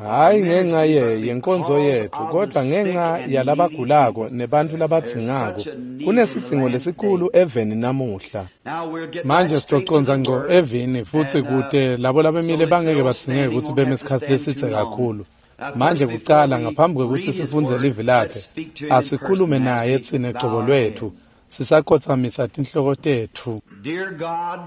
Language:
Swati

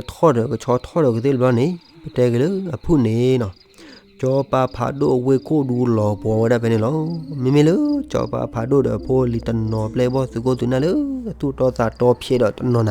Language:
S'gaw Karen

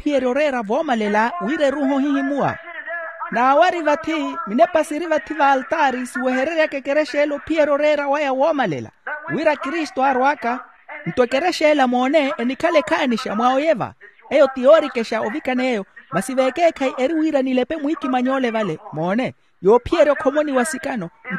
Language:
Makhuwa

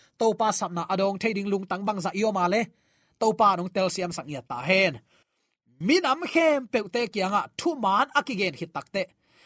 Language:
Tedim Chin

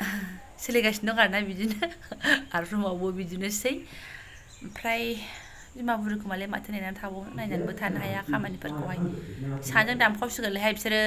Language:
Bodo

